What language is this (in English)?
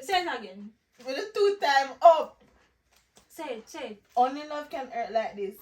Jamaican Creole English